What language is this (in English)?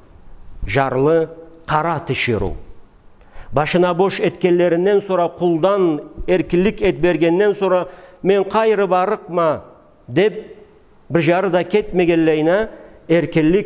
Karachay-Balkar